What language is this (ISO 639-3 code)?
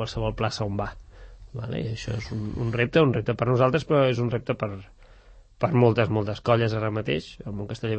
cat